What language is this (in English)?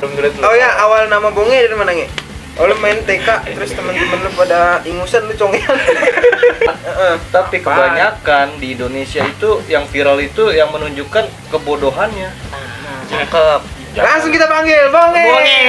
Betawi